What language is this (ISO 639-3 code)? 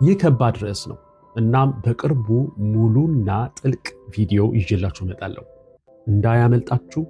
amh